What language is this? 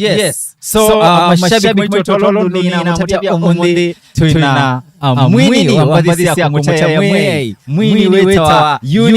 Kamba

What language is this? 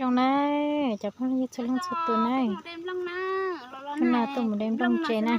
Hmong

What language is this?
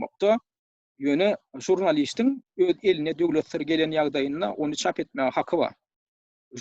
Turkmen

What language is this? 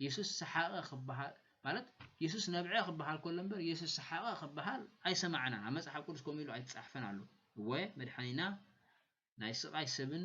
Tigrinya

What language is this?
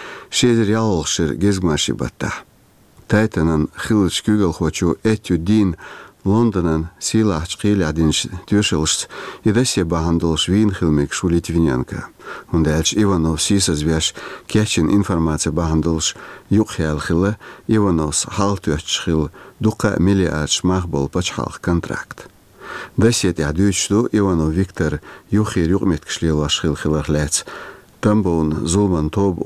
Chechen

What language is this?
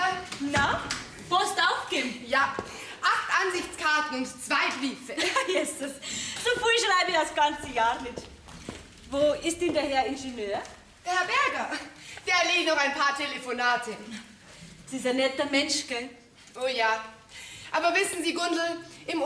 Bavarian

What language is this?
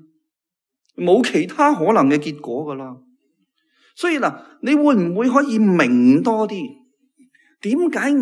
Cantonese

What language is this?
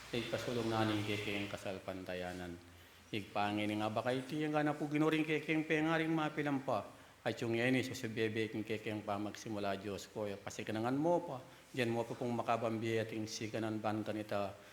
Pampanga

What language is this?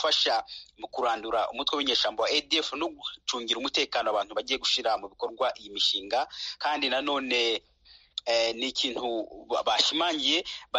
Kinyarwanda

